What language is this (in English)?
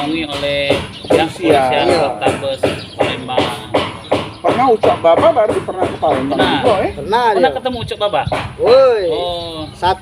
Musi